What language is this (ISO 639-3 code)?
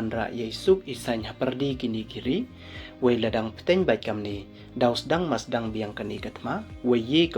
pbv